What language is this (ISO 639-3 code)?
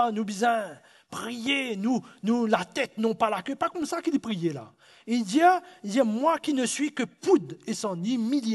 mfe